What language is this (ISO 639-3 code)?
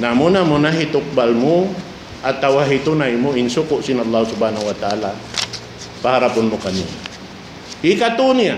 tsg